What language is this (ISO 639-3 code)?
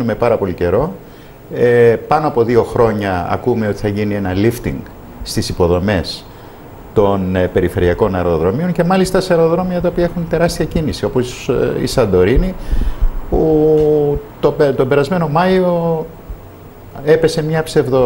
ell